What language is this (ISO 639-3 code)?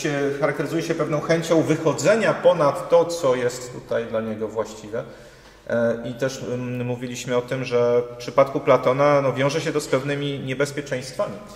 pol